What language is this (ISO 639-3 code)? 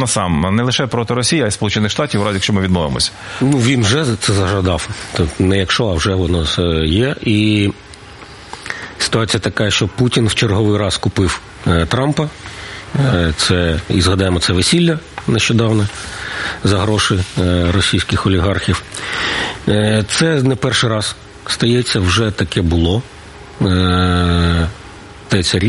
ukr